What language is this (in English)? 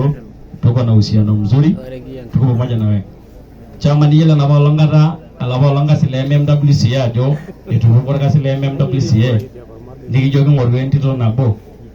Masai